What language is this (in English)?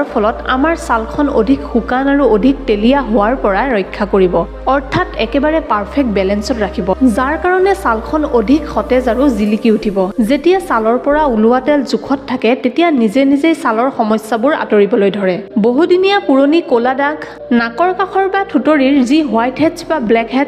Assamese